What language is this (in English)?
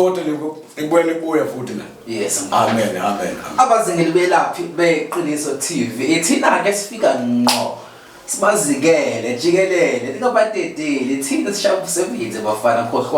Zulu